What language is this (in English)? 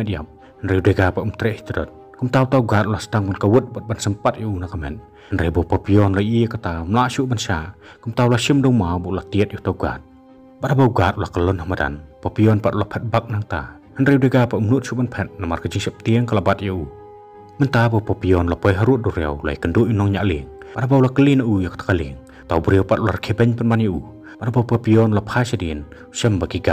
Khasi